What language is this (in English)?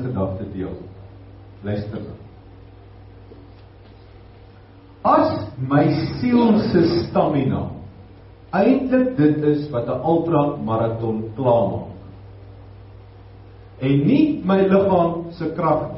Afrikaans